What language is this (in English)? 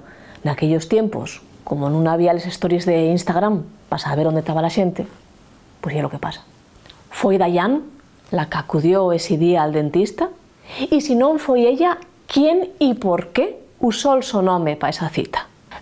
Asturian